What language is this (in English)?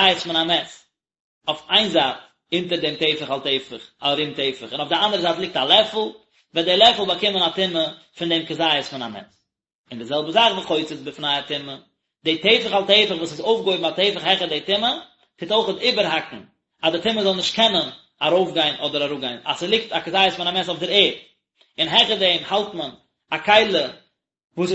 Yiddish